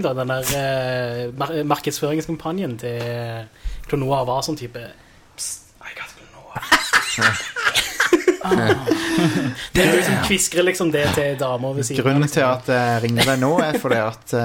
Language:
Norwegian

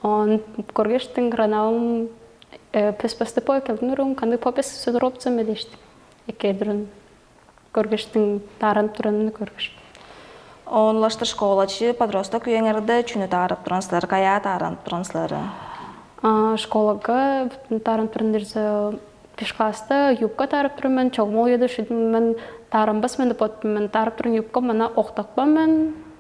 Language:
Tuvinian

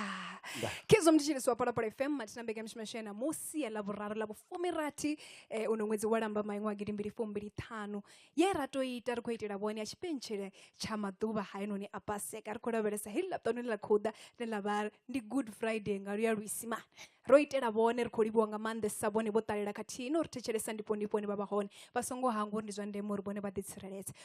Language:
Venda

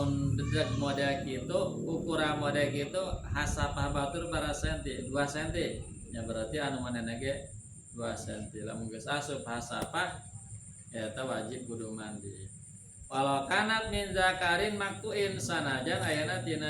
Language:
Sundanese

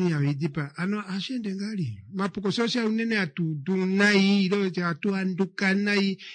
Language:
Kuanyama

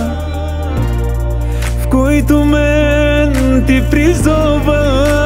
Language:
Bulgarian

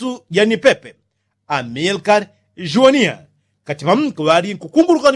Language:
Yao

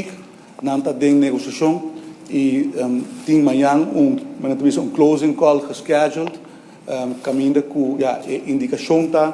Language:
Papiamento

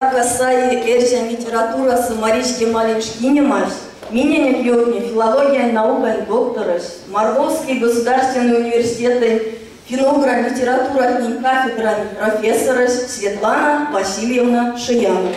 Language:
Erzya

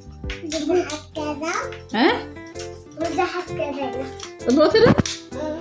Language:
Tigrinya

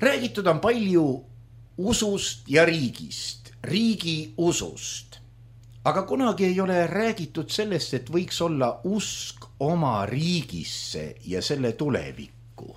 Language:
Estonian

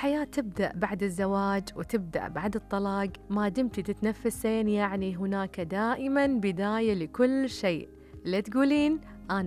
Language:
Gulf Arabic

